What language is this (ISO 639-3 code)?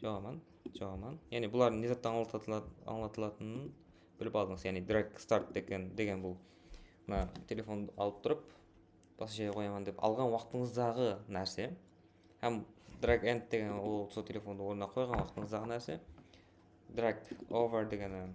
kaa